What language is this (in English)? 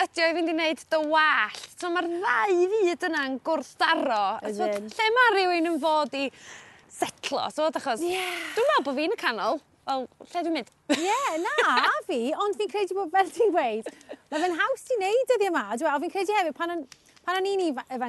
Welsh